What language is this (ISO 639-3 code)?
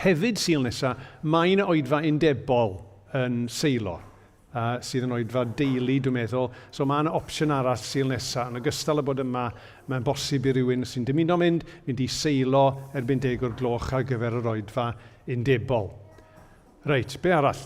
cym